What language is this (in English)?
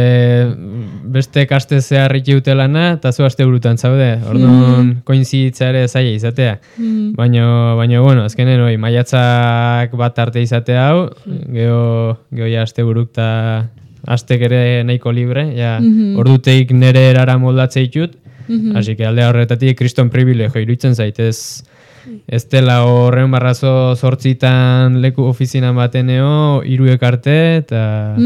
Basque